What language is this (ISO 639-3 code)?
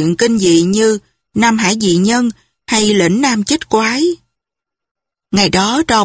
vie